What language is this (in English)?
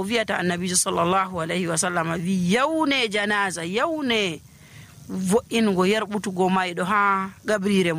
Nigerian Fulfulde